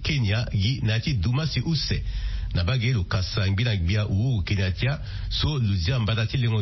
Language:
Sango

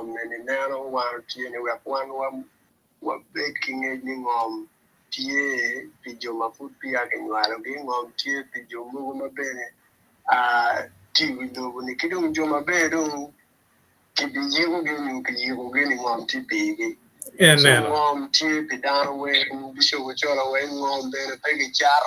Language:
Acoli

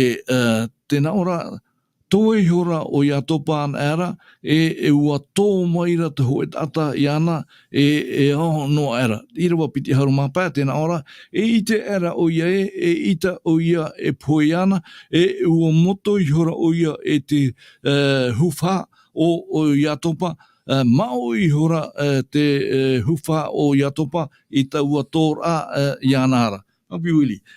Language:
Tahitian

